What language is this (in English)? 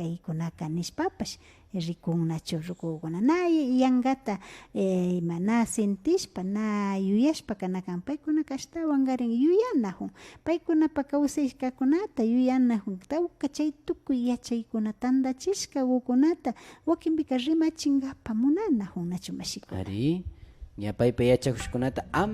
Imbabura Highland Quichua